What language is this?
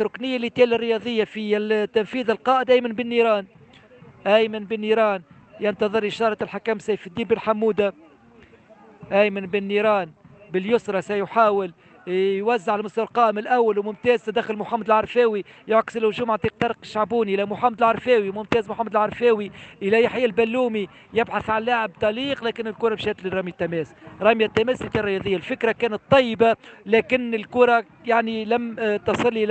Tunisian Arabic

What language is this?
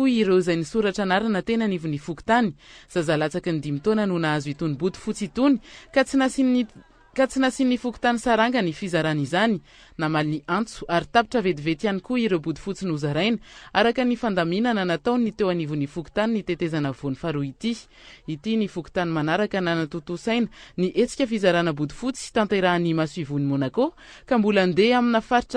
Malagasy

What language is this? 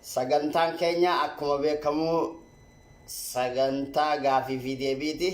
Oromo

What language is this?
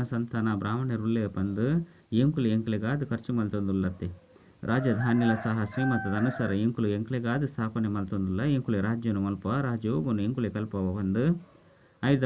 Tulu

